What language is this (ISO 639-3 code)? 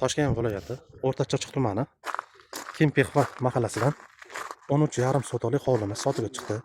uzb